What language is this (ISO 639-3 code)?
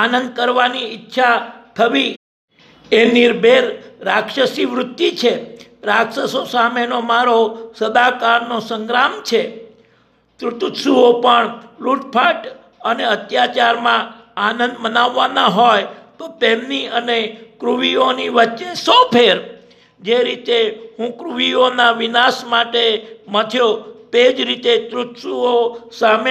guj